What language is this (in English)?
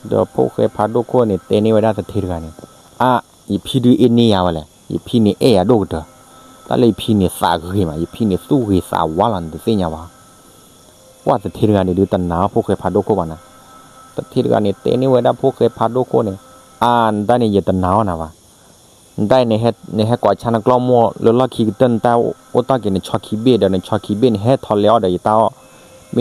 S'gaw Karen